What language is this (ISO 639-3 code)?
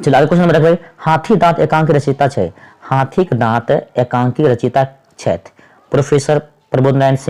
mai